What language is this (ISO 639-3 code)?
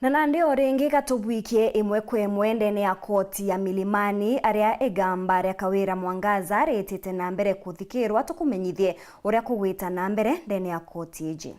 mer